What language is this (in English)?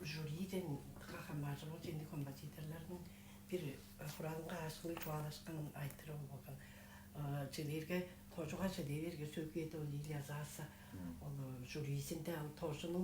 Tuvinian